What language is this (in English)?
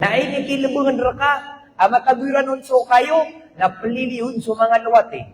Maranao